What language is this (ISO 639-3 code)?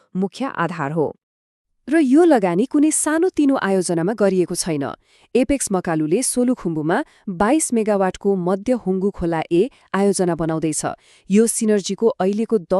nep